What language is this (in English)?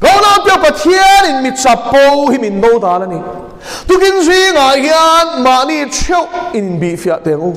Mizo